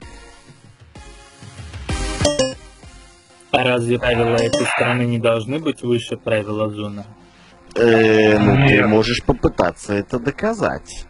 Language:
Russian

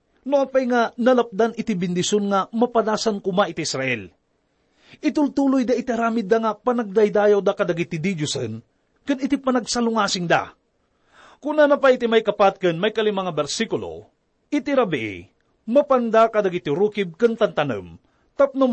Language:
Iloko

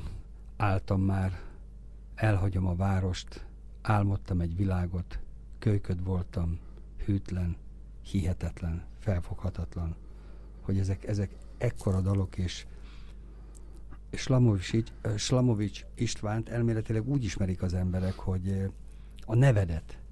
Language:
Hungarian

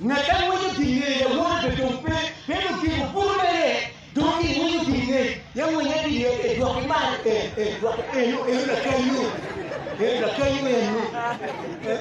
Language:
Acoli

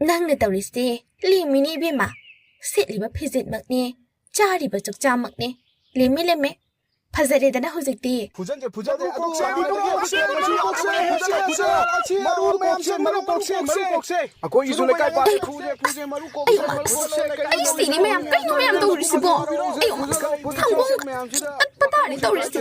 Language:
Manipuri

